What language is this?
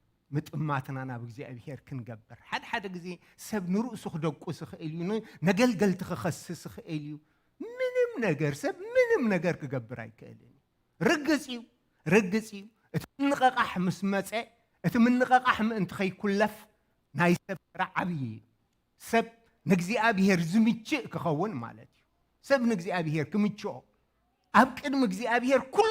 Tigrinya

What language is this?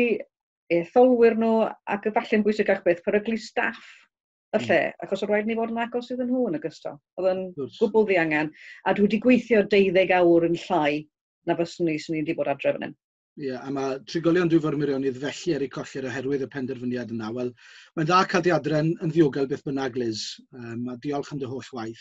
Welsh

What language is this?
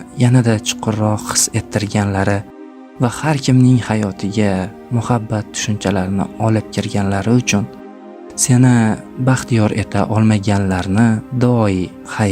Uzbek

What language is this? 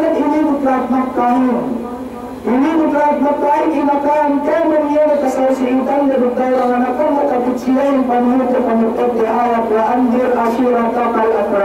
Yakan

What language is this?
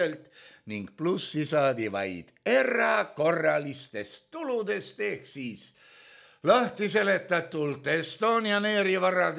Estonian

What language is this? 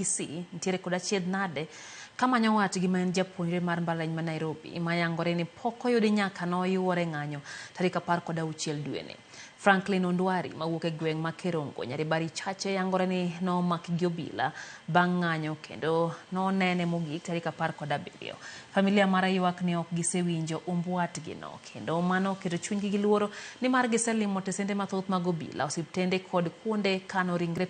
Luo (Kenya and Tanzania)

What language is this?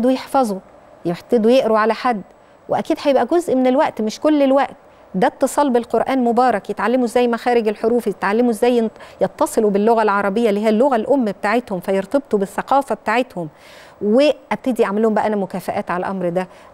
Egyptian Arabic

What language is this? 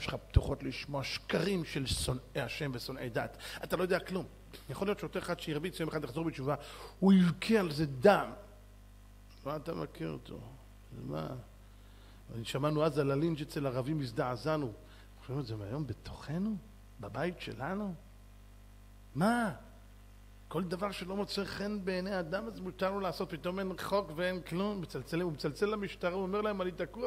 Hebrew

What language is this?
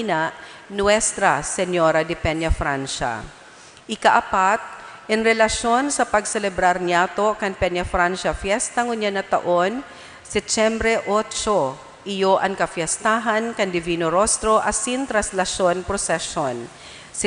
Bikol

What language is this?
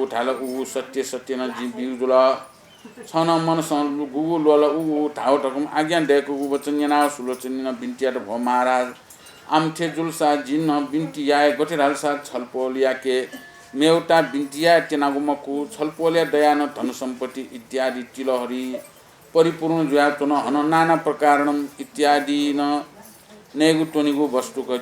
Newari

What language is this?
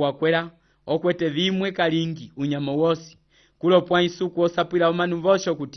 Umbundu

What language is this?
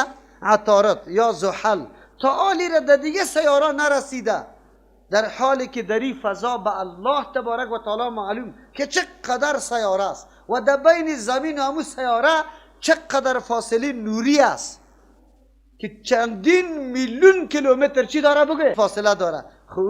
Persian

